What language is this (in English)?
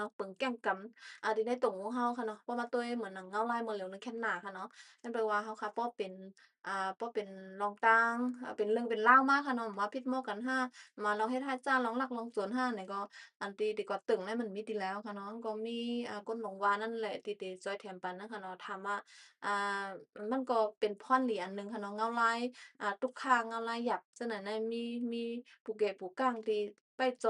Shan